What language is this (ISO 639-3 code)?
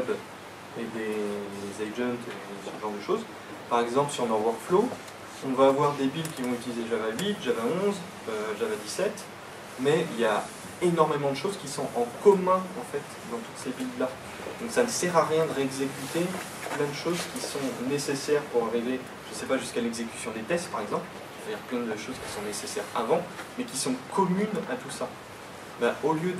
fra